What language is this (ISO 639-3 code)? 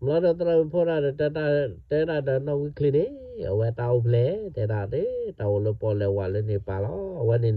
ksw